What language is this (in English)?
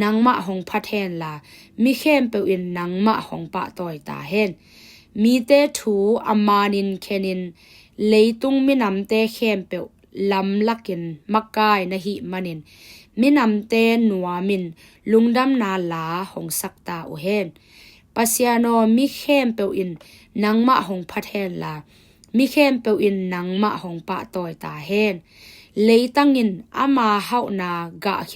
Tedim Chin